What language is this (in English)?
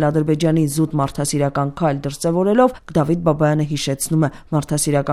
Armenian